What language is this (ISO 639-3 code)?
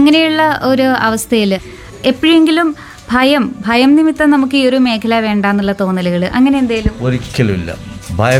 mal